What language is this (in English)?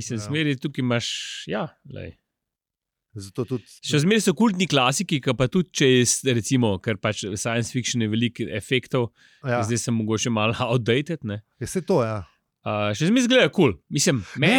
Slovenian